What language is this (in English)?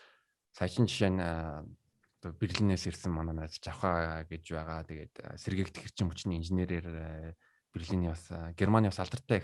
Mongolian